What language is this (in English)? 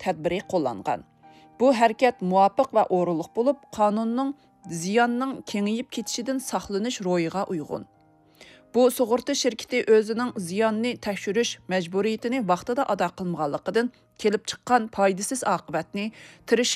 Uyghur